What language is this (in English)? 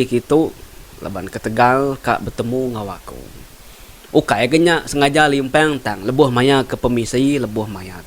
Iban